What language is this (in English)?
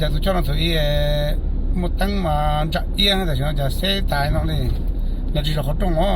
Hmong